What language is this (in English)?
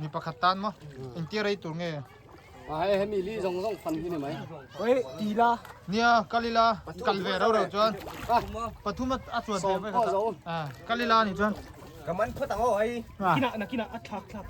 Mizo